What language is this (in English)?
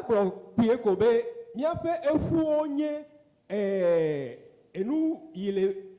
Ewe